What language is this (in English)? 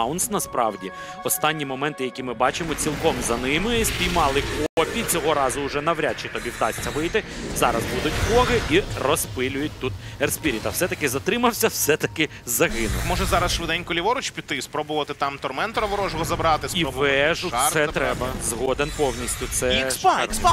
Ukrainian